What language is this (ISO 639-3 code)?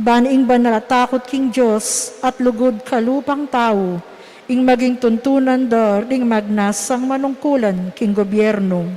pam